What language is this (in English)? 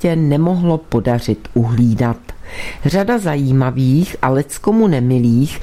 Czech